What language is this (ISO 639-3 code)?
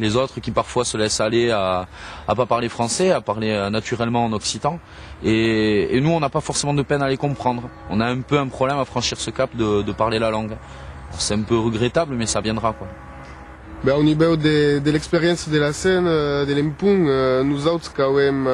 oci